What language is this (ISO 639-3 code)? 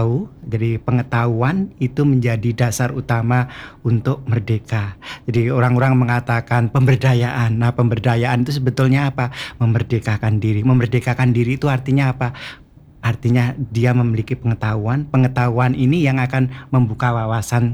ind